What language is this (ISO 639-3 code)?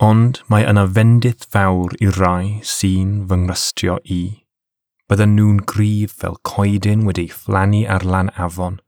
cym